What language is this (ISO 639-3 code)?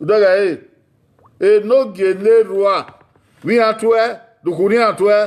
bin